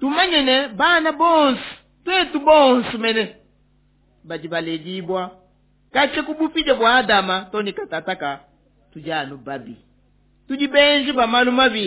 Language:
Luba-Lulua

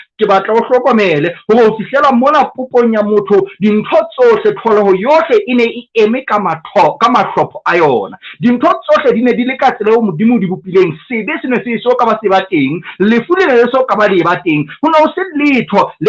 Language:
Southern Sotho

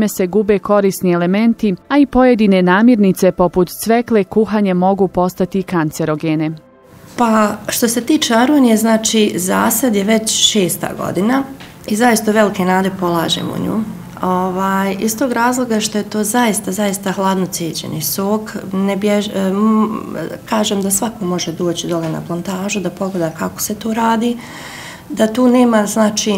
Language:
Bosnian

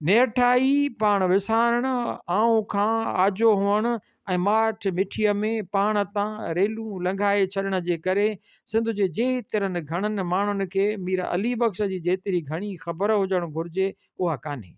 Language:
Sindhi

